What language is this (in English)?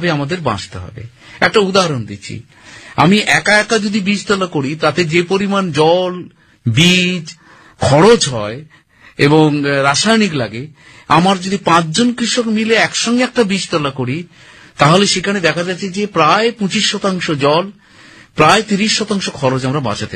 Bangla